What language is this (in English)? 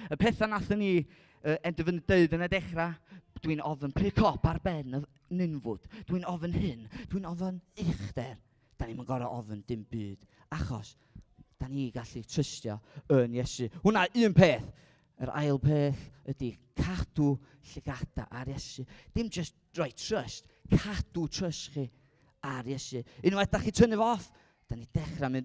Welsh